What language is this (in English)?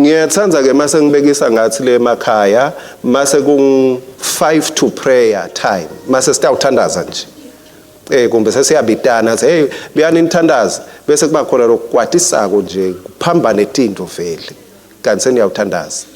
Swati